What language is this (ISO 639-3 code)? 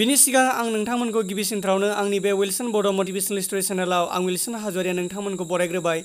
brx